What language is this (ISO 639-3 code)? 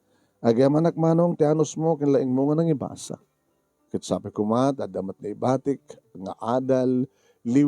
ilo